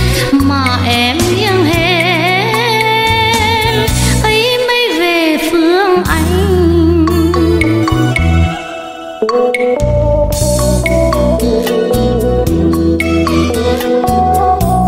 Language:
Vietnamese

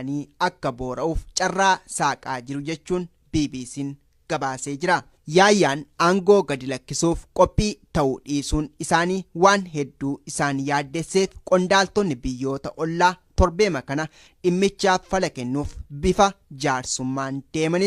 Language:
Oromo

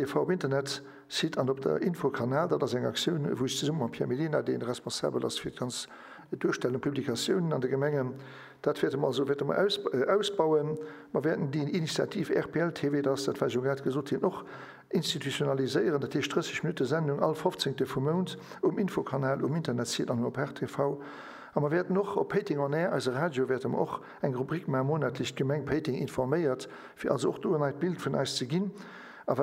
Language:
Luxembourgish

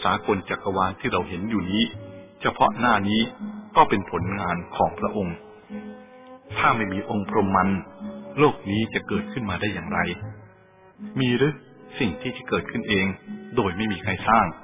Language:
Thai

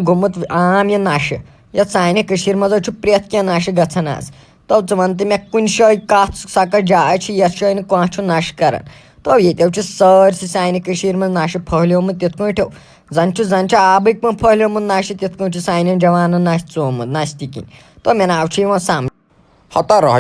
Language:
Kashmiri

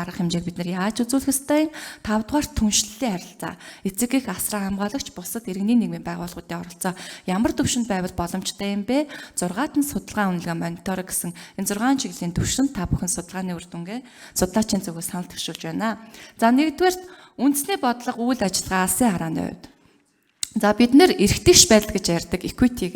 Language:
Mongolian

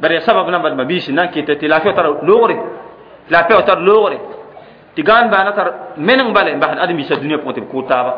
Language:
Mossi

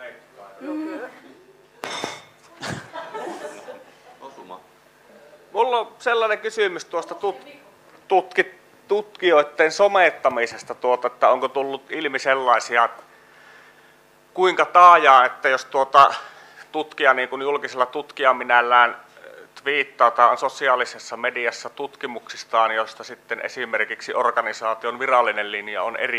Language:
Finnish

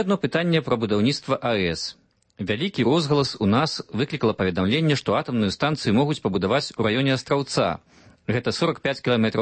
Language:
Belarusian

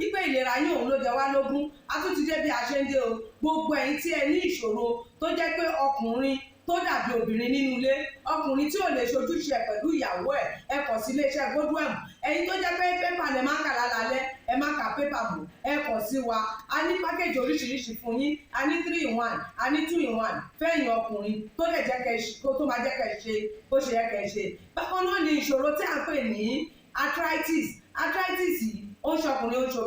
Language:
Yoruba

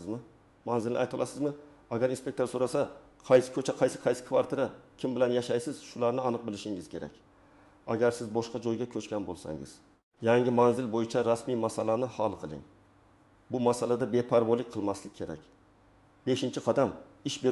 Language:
Uzbek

